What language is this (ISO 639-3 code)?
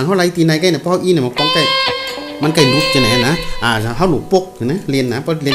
shn